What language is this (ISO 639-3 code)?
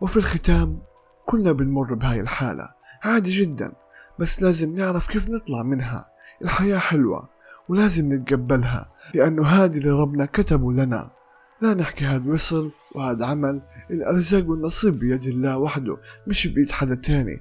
apc